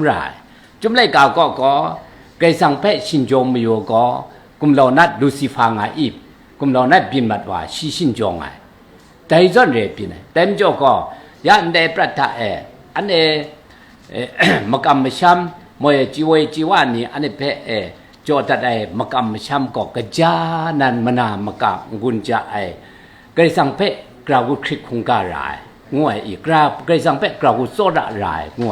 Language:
Kachin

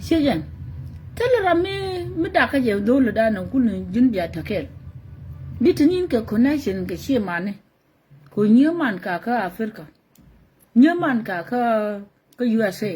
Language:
Nuer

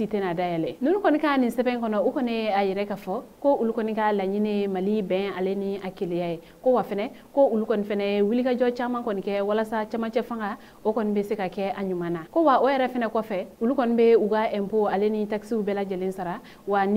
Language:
Bambara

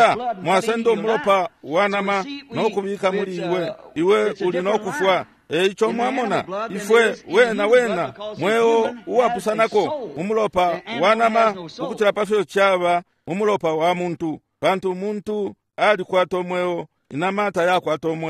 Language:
Bemba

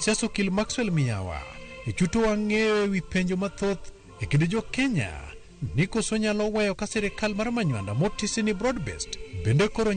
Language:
Luo (Kenya and Tanzania)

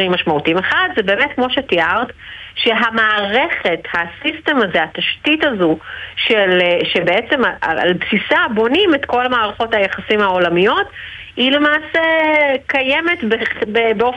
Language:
Hebrew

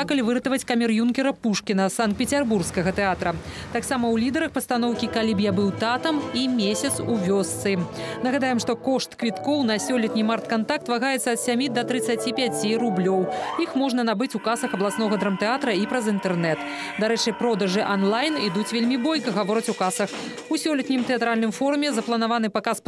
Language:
Belarusian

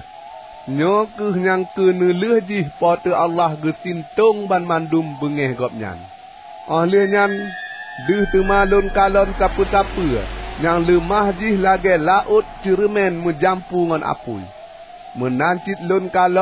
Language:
Achinese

